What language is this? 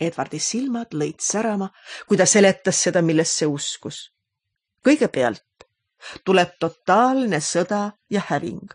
Estonian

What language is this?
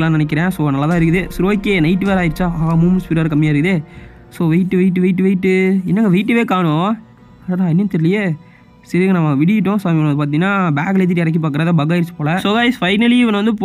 Tamil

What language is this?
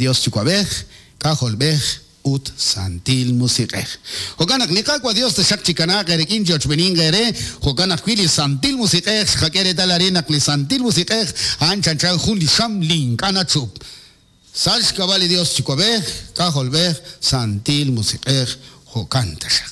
Kekchí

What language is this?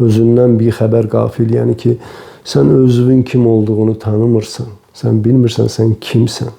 Azerbaijani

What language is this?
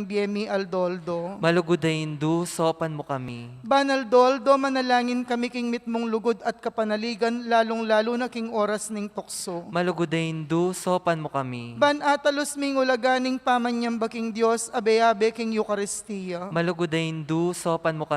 Pampanga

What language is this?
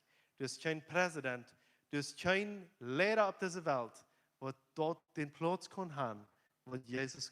Plautdietsch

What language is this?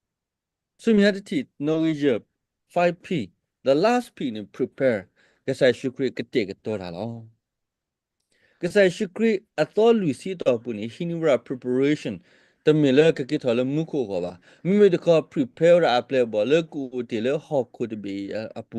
S'gaw Karen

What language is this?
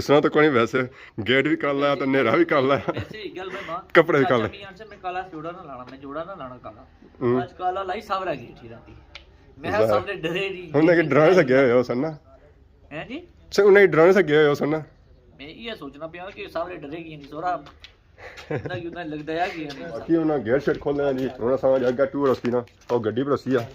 Pahari-Potwari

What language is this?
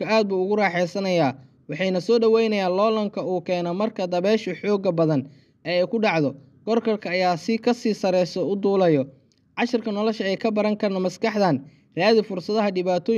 Somali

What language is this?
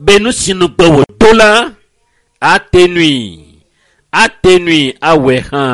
Ewe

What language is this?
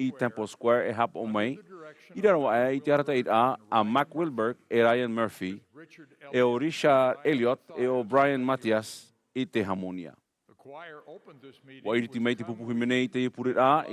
Tahitian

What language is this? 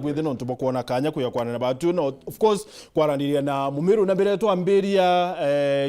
Meru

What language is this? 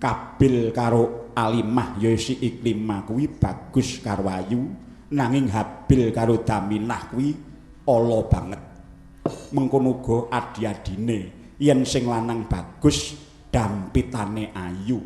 Javanese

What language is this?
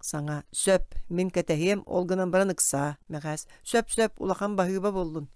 Yakut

